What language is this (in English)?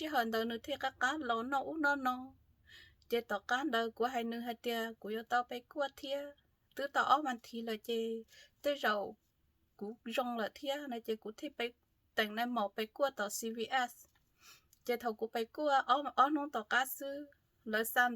Hmong